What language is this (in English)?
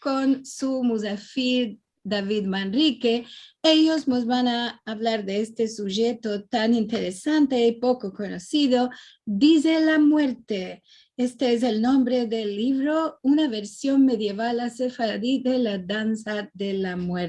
Ladino